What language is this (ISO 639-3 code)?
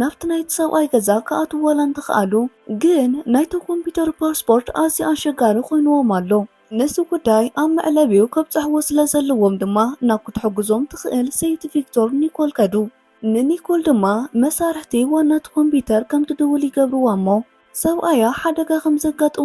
tir